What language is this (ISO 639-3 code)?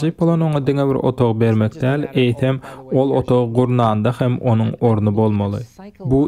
tuk